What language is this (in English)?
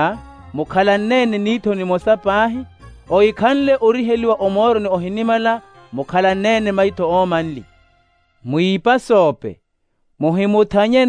Makhuwa